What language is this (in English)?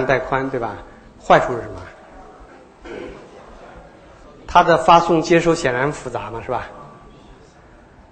Chinese